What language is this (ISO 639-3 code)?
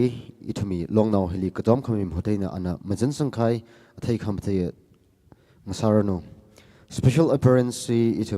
nmf